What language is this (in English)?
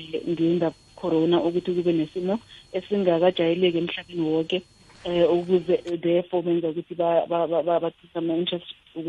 South Ndebele